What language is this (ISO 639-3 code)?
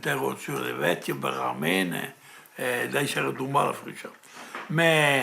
oci